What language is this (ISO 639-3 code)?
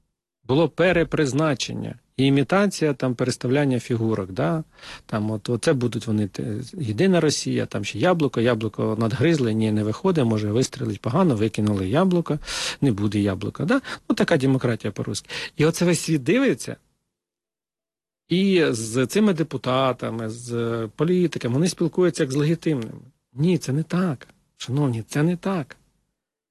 ukr